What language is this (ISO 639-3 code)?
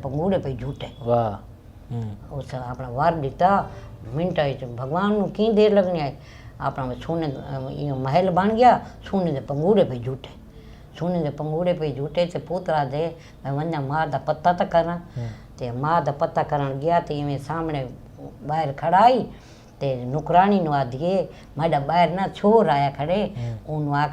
skr